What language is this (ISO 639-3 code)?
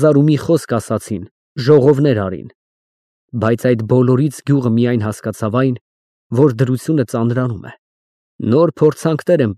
hye